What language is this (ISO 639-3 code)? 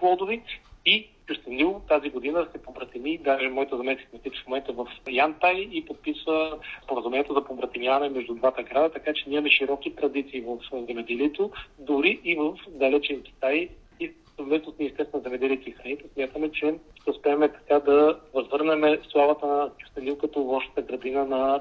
bul